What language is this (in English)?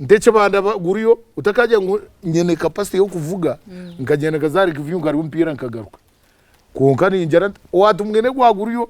Nyankole